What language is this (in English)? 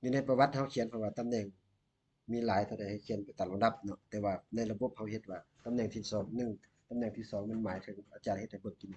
Lao